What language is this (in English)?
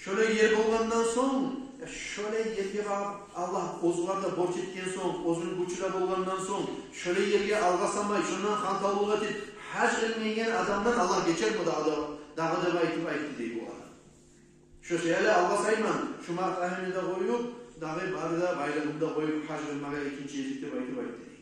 Kumyk